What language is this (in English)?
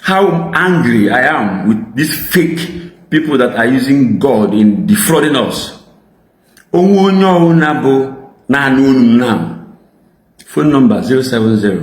Igbo